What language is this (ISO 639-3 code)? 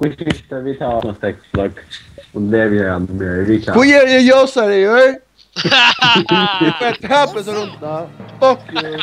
fao